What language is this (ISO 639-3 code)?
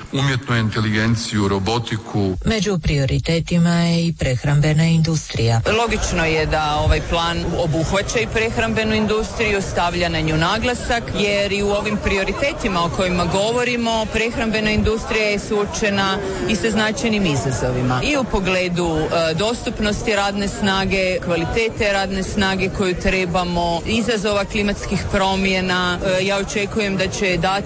hrv